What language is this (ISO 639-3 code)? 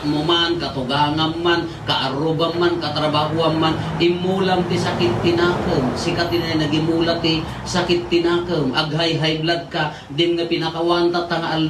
ilo